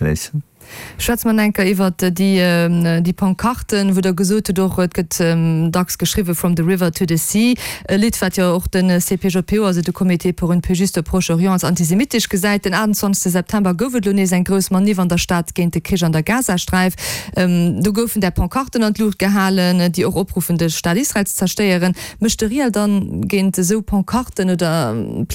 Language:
Luxembourgish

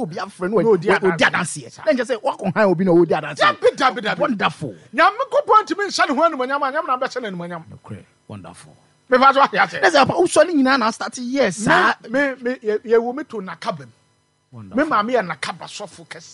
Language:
Akan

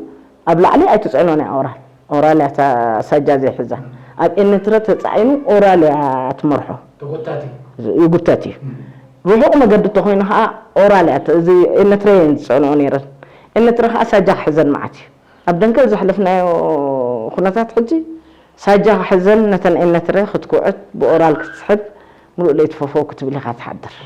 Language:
Tigrinya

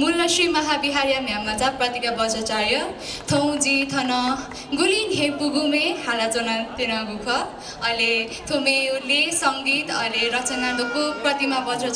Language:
Newari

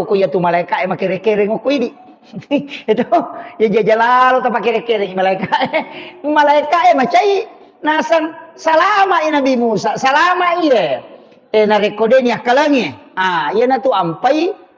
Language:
Buginese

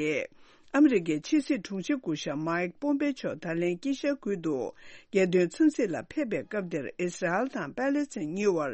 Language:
Tibetan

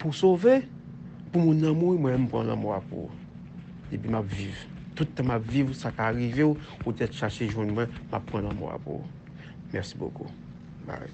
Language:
Haitian Creole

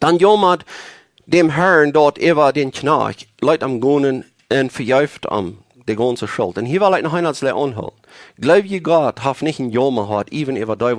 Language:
Plautdietsch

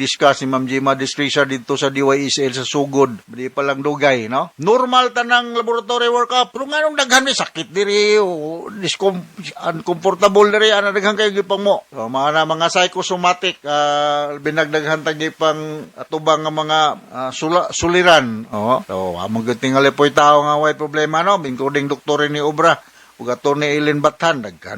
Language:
Cebuano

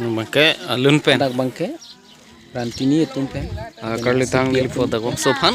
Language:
Karbi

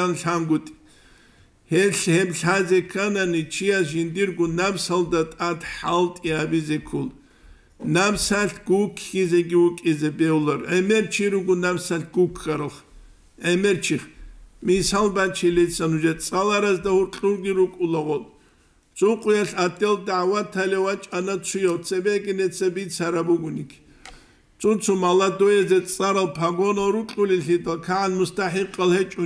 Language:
Avaric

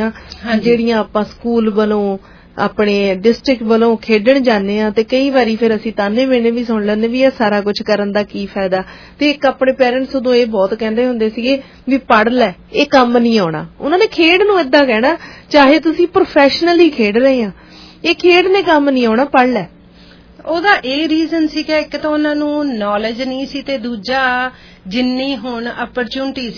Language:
Punjabi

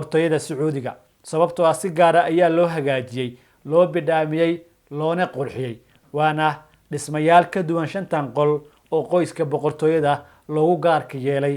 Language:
Somali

